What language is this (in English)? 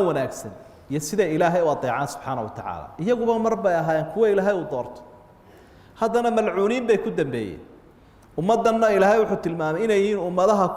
Somali